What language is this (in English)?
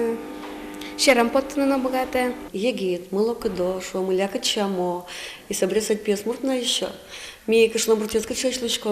Udmurt